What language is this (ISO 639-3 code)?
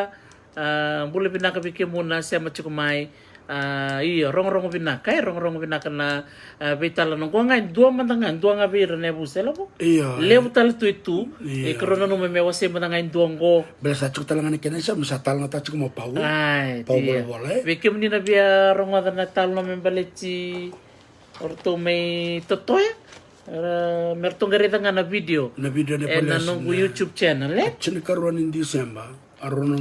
fij